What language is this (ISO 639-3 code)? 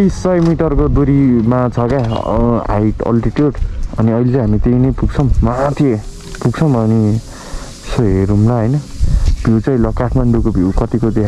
nep